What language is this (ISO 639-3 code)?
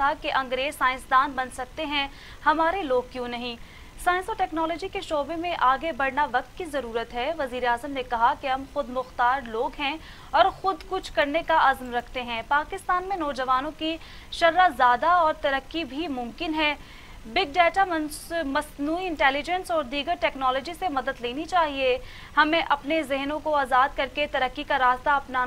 urd